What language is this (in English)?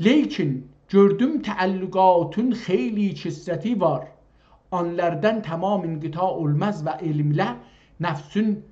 South Azerbaijani